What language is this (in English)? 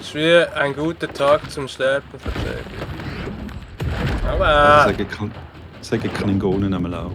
Swiss German